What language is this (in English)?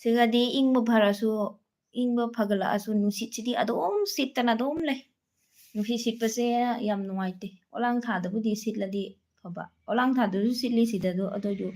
Manipuri